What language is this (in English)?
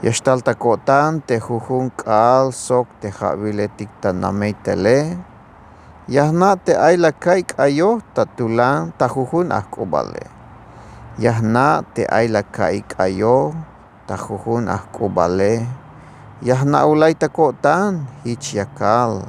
Tzeltal